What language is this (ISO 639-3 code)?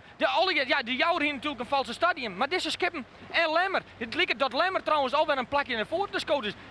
fry